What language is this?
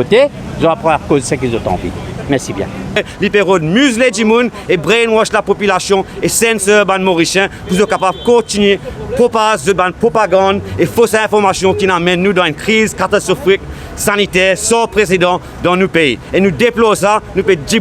Morisyen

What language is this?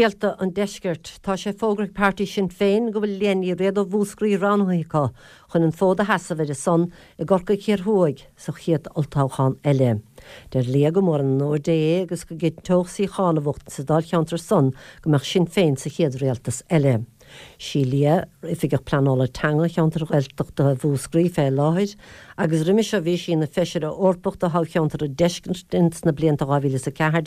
Irish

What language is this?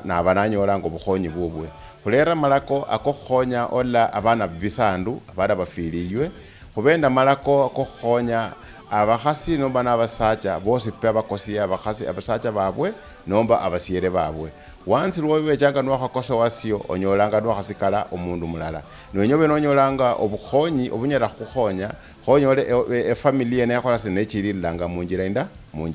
Luyia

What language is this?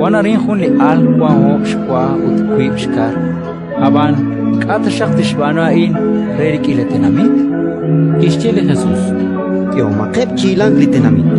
Kekchí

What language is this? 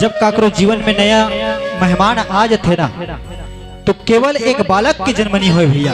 Chhattisgarhi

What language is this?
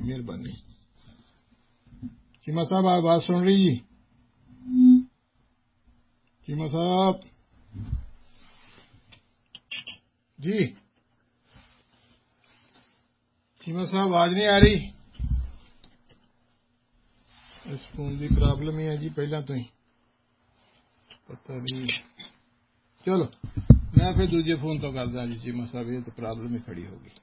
Punjabi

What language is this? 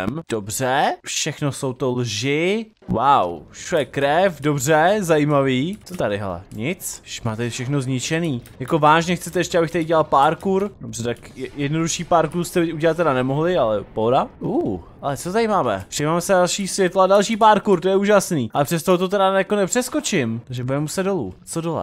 Czech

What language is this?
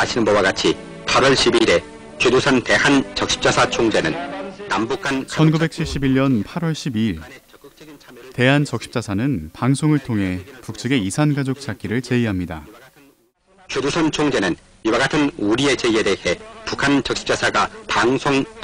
Korean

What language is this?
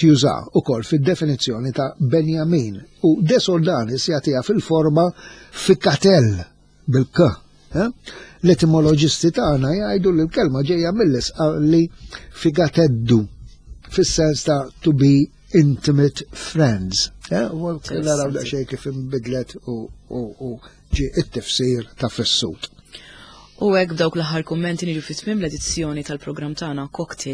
Maltese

